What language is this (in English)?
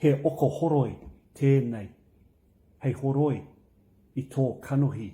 Māori